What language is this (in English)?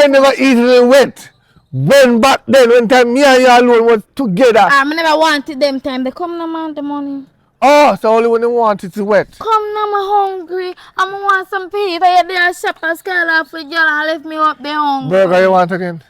Jamaican Creole English